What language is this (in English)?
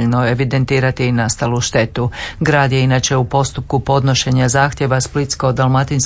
Croatian